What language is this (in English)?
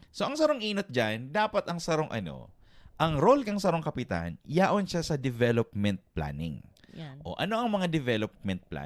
Bikol